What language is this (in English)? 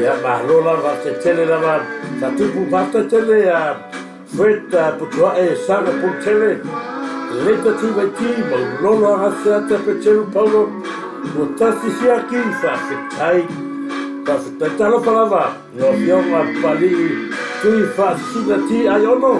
Samoan